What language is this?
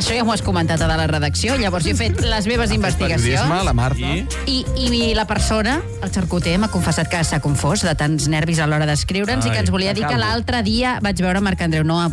Catalan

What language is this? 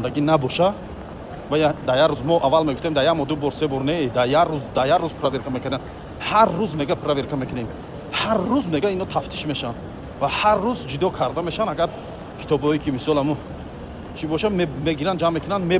Tajik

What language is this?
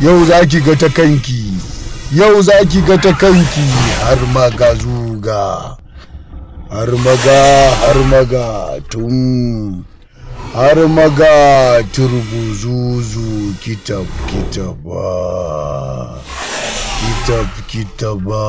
Hausa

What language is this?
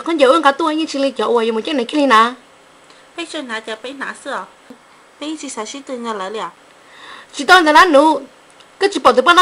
Hmong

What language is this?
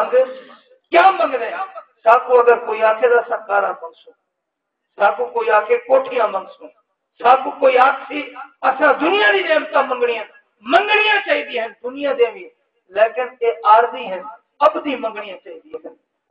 Saraiki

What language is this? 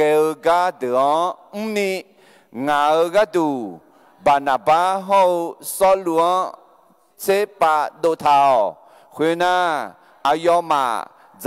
Akha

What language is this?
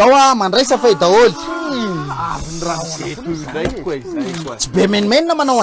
Malagasy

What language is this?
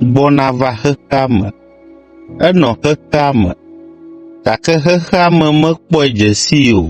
Ewe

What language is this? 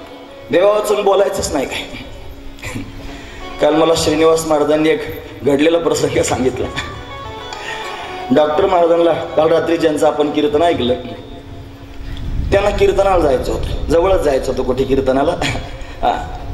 Marathi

